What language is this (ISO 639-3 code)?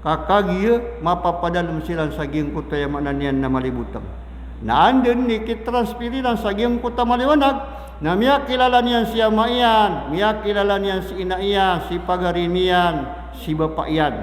mrw